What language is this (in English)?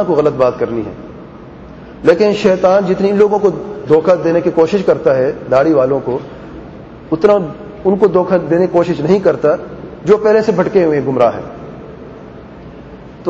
Urdu